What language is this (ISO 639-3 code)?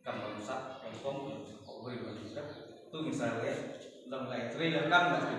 kha